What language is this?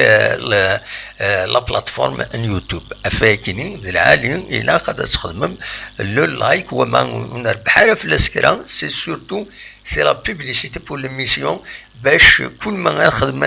Kabyle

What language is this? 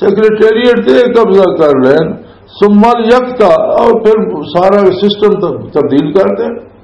Western Panjabi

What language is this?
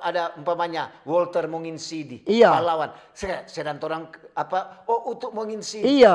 Manado Malay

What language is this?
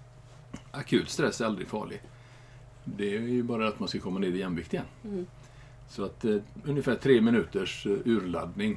Swedish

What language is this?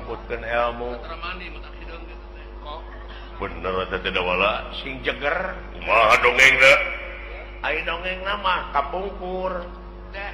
Sundanese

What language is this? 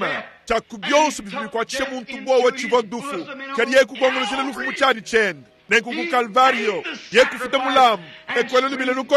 Luba-Lulua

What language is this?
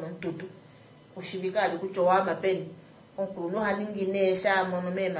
Kuanyama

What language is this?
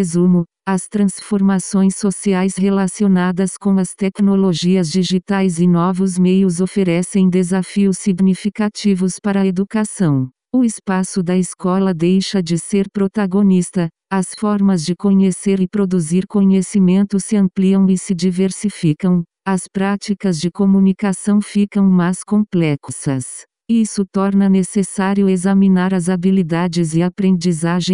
Portuguese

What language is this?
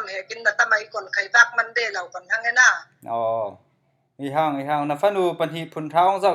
Falam Chin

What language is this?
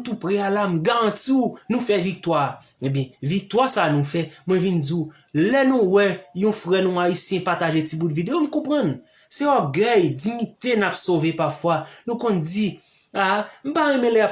Haitian Creole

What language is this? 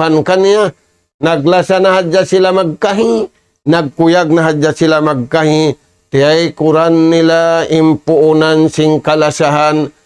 Tausug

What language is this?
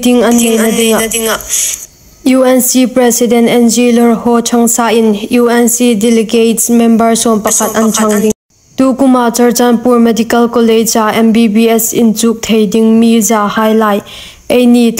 Hmar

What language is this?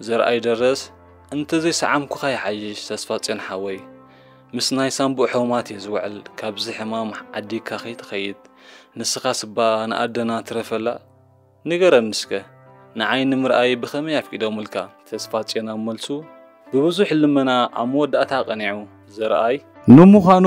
Tigrinya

